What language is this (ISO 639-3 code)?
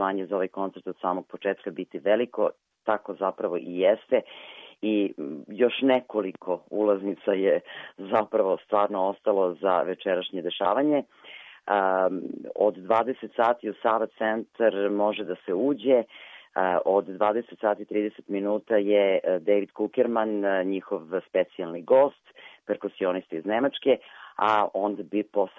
srp